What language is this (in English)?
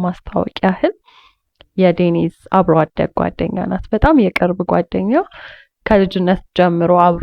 Amharic